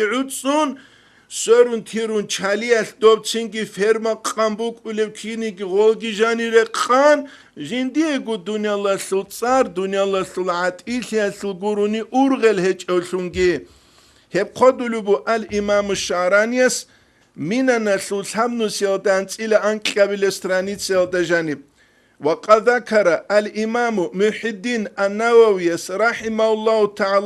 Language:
Avaric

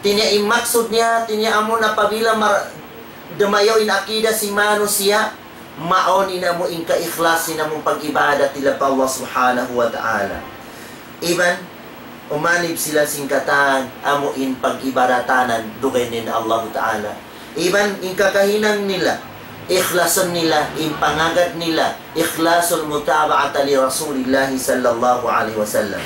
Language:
Tausug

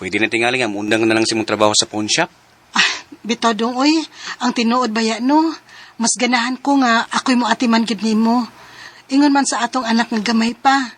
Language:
Cebuano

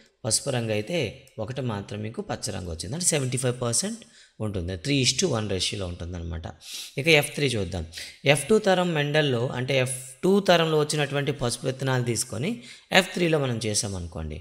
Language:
Telugu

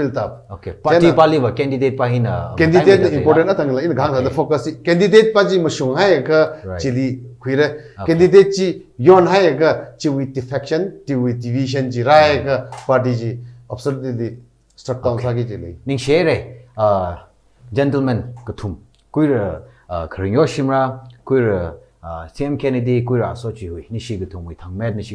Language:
Tangkhul Naga (India)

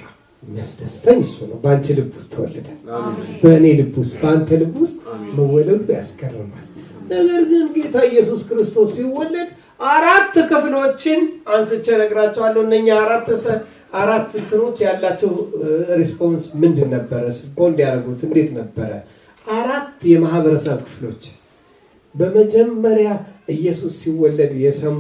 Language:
Amharic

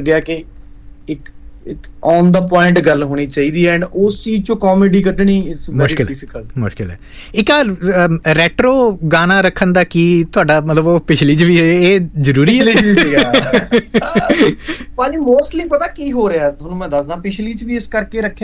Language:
Punjabi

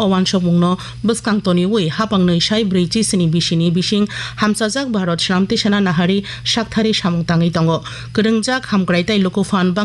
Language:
Kok Borok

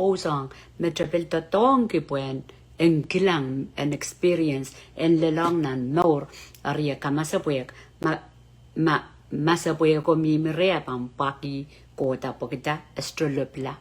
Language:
Pohnpeian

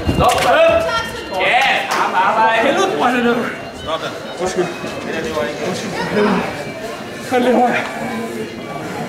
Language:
Danish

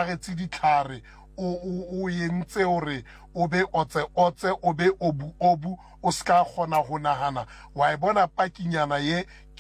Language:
Southern Sotho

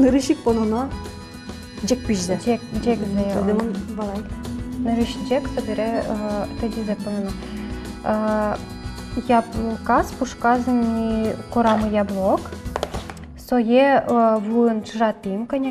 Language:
Udmurt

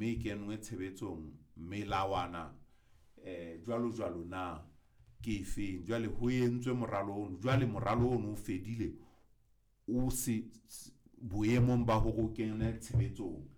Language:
Southern Sotho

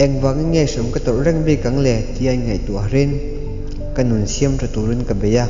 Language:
Mizo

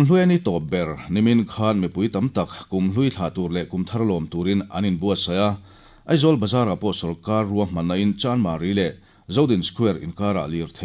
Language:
Mizo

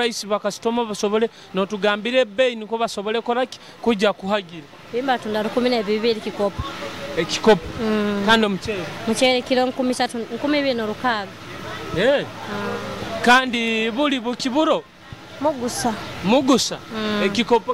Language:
Nyoro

